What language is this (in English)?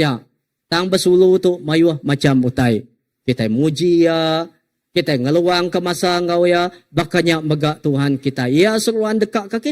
Iban